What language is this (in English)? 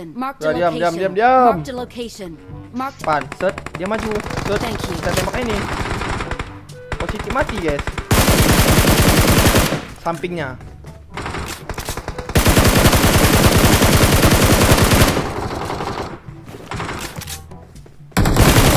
Indonesian